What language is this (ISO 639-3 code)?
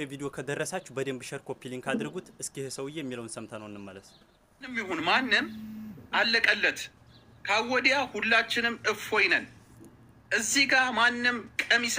amh